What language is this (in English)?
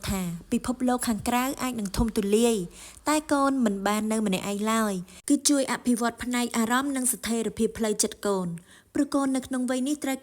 Khmer